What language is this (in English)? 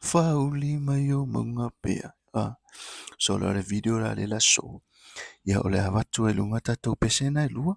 Samoan